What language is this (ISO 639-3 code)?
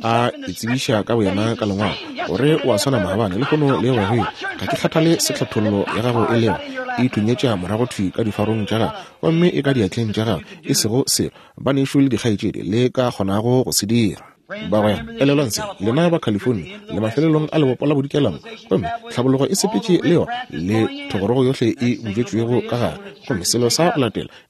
nso